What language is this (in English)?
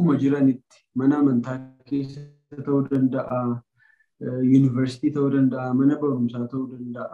Oromo